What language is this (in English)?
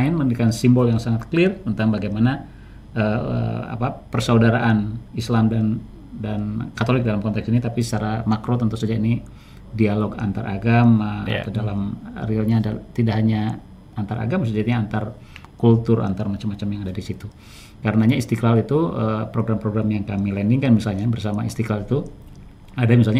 Indonesian